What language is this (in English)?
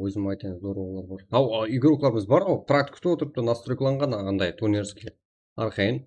Kara-Kalpak